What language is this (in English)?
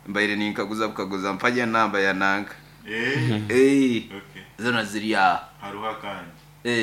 Nyoro